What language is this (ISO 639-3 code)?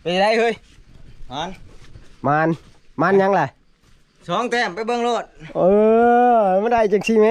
tts